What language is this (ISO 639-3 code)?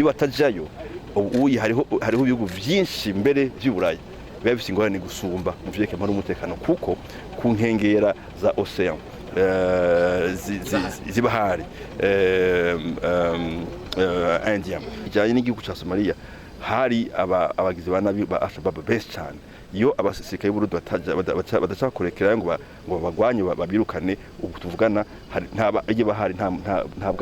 run